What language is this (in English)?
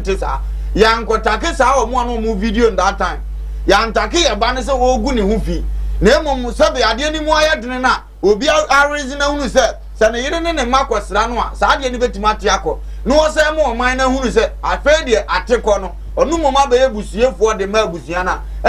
Akan